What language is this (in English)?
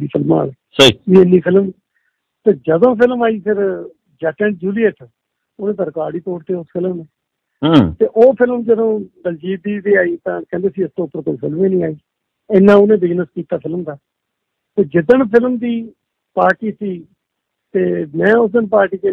Punjabi